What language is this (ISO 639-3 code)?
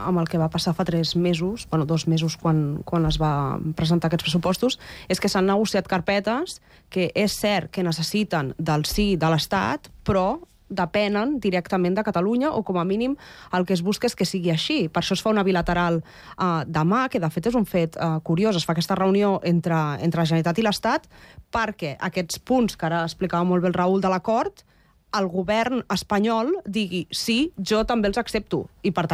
cat